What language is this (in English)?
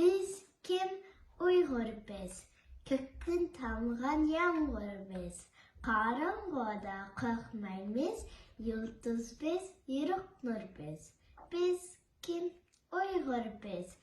Uyghur